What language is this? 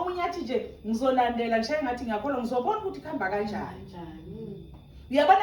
Zulu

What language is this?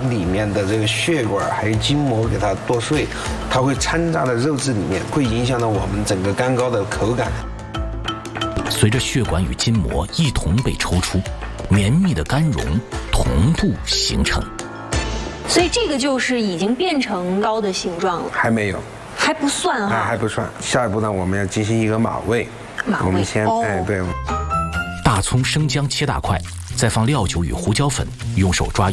Chinese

